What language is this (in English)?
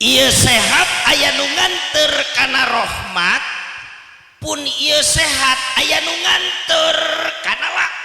Sundanese